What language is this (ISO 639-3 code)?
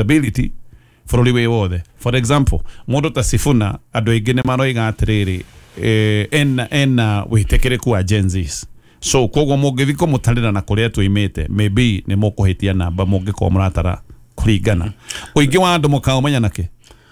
kik